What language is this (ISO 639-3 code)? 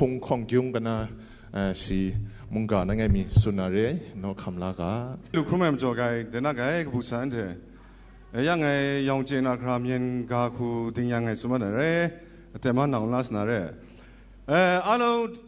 kac